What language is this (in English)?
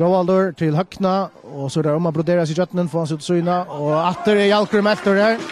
Faroese